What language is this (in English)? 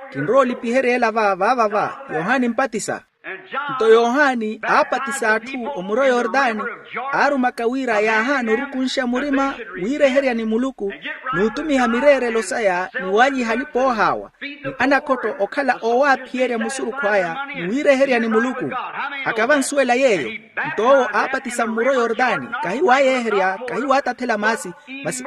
Makhuwa